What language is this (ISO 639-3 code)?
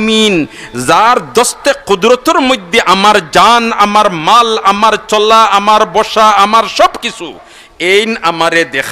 syl